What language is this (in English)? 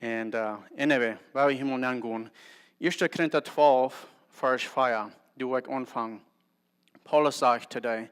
Plautdietsch